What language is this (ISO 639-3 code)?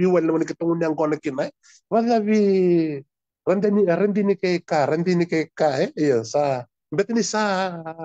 fij